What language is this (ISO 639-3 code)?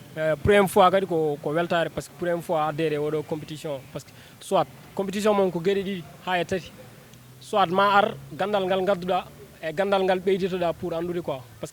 ful